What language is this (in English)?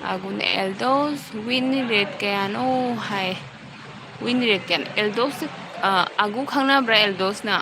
Manipuri